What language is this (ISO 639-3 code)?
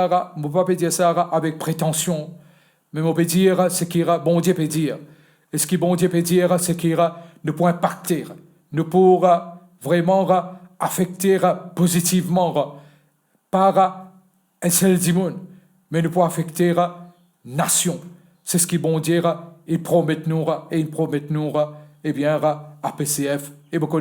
mfe